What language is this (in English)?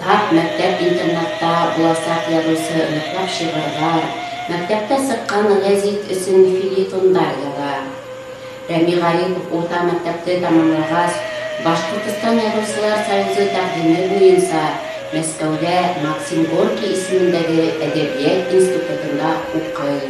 Bashkir